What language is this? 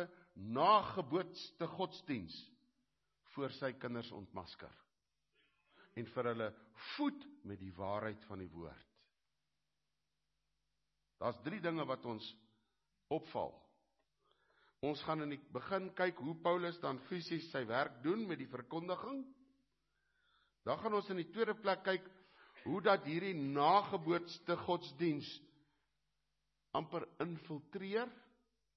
Afrikaans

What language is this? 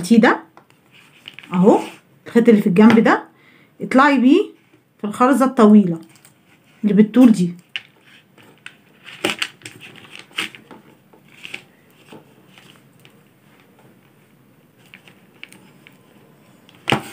Egyptian Arabic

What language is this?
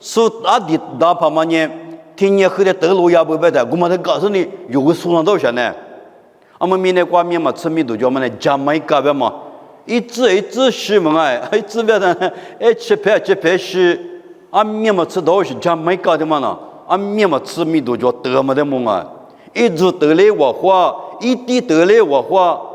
Lisu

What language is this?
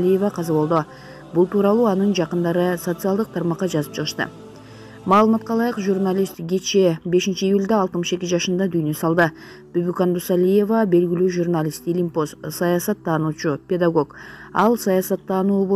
Kyrgyz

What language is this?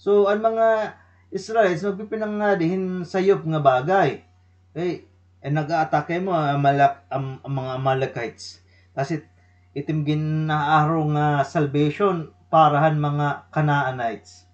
Waray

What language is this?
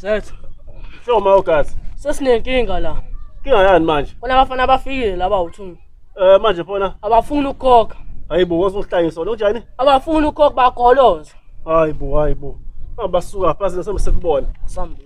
Zulu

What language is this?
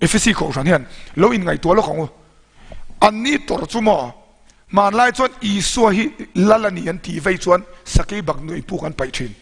Mizo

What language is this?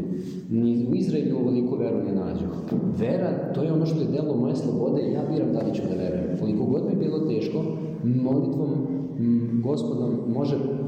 Serbian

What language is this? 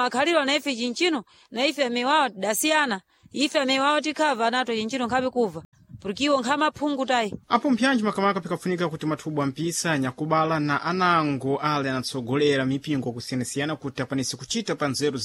Sena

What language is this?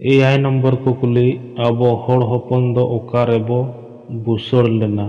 Santali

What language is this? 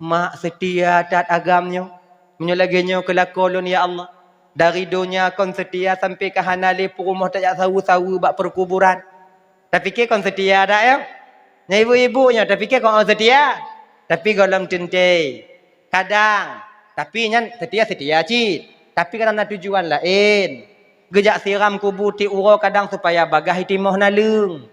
Achinese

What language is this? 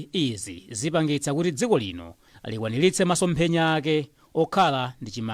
Nyanja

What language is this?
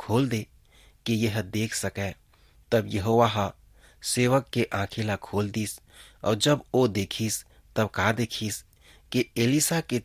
Chhattisgarhi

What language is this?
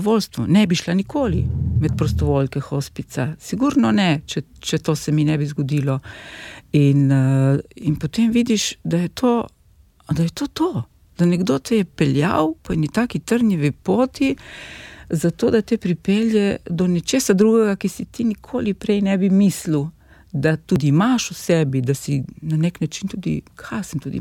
Slovenian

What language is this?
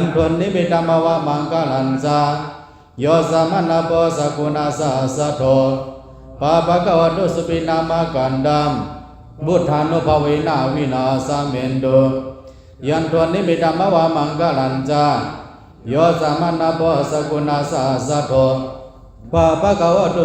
Shan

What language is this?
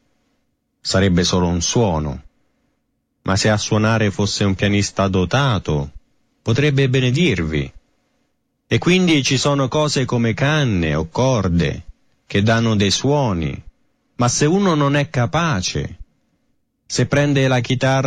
Italian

